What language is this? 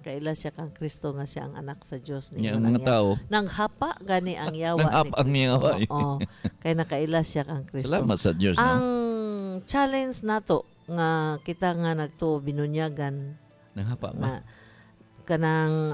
Cebuano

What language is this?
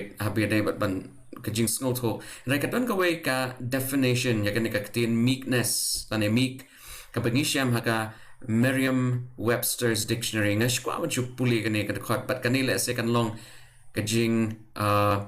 Khasi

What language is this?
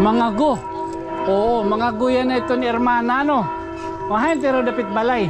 Waray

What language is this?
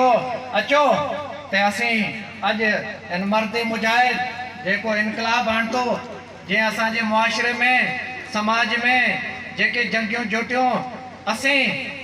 Sindhi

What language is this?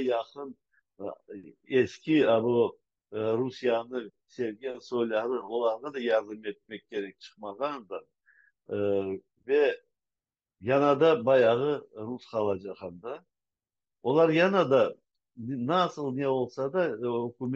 Crimean Tatar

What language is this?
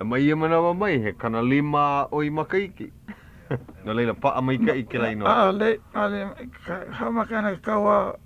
Hawaiian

